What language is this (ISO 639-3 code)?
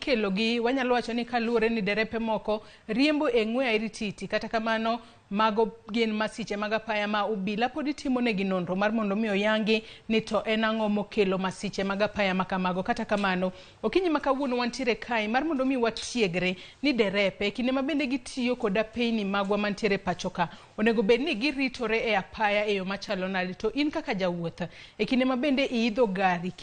luo